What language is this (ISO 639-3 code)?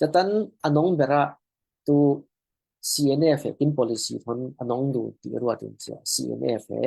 cfm